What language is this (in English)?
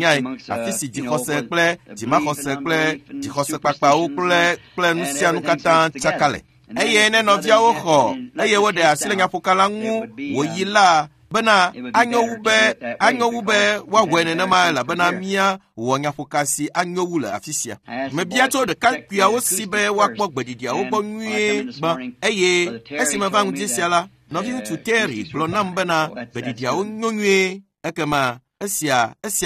Ewe